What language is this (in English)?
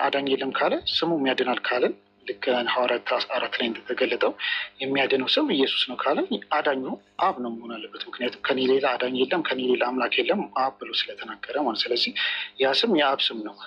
Amharic